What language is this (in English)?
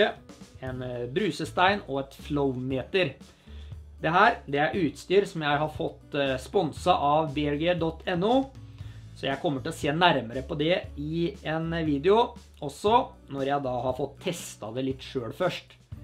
Norwegian